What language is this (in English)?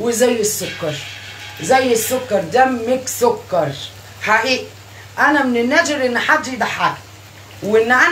Egyptian Arabic